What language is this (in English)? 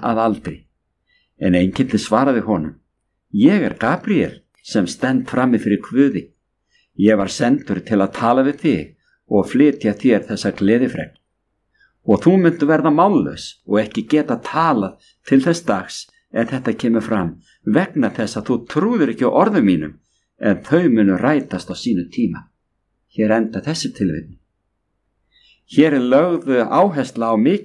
Icelandic